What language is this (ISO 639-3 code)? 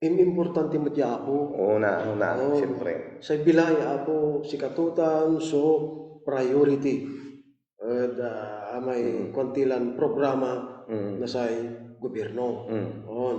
pag